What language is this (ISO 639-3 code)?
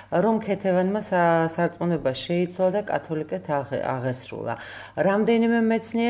kat